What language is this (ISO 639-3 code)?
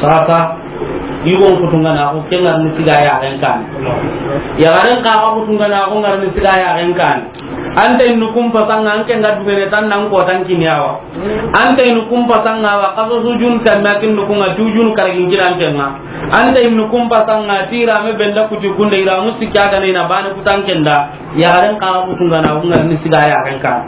snk